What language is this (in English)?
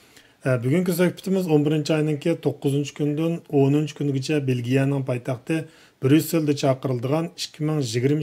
Uyghur